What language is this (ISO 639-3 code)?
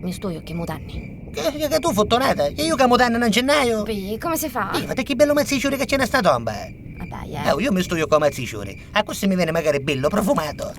nap